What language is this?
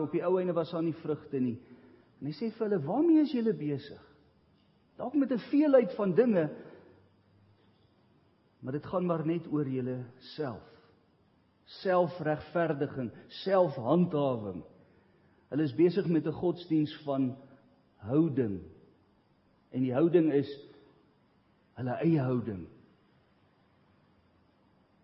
Afrikaans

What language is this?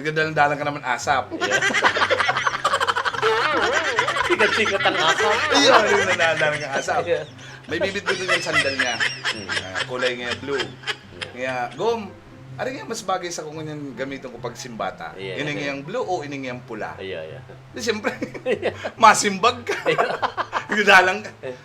Bikol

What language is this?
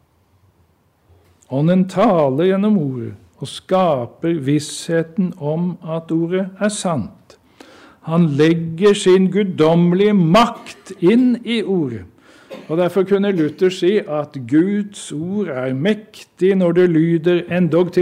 Norwegian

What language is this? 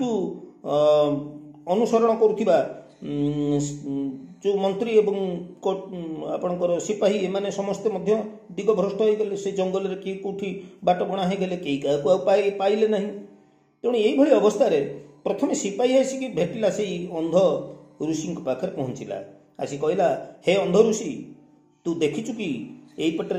Odia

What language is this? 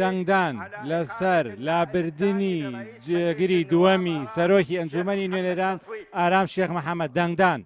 Central Kurdish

